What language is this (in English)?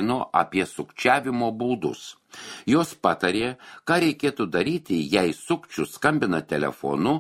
Lithuanian